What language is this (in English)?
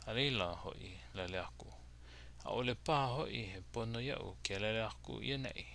Hawaiian